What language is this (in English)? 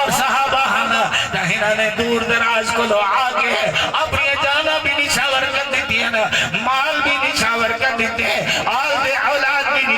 Saraiki